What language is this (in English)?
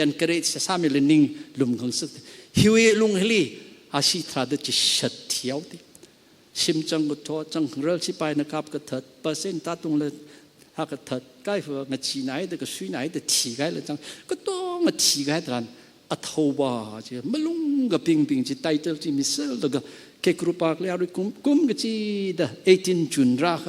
Tangkhul Naga (India)